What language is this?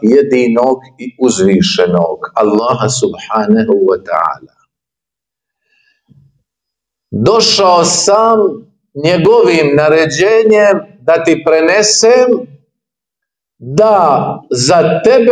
Bosnian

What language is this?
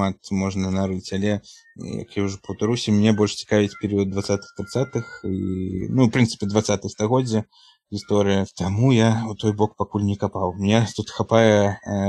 Belarusian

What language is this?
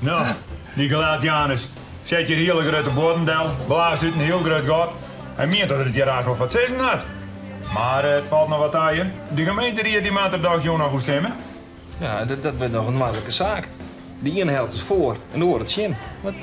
Western Frisian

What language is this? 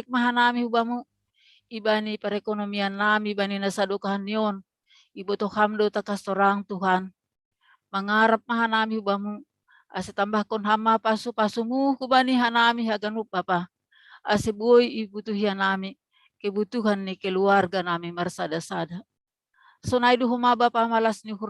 Batak Simalungun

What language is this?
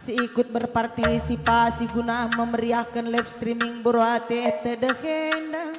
Batak Karo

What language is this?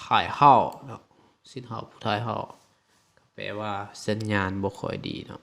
Lao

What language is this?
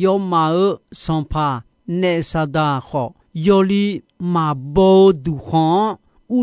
Akha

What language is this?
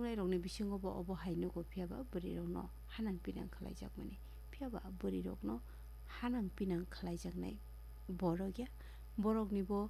Kok Borok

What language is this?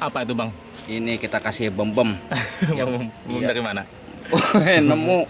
Betawi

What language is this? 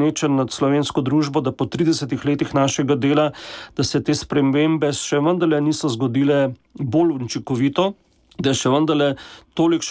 Slovenian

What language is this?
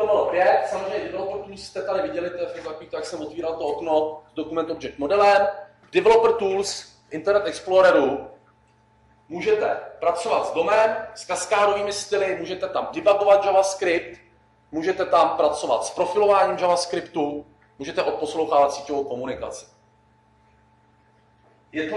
Czech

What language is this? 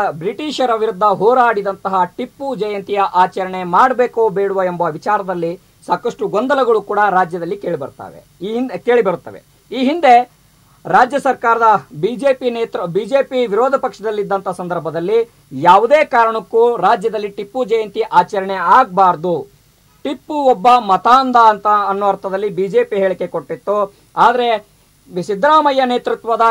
Kannada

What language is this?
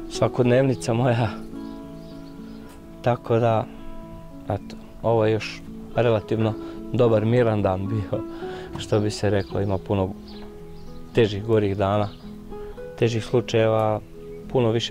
Croatian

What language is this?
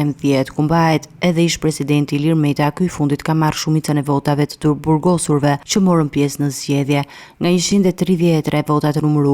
Albanian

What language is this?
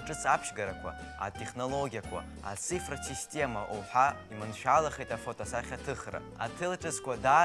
Abkhazian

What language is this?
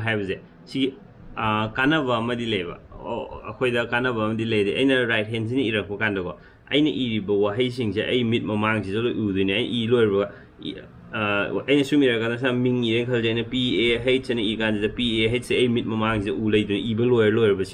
Manipuri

